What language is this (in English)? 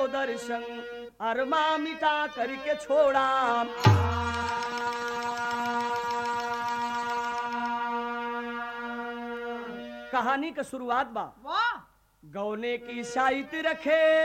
Bhojpuri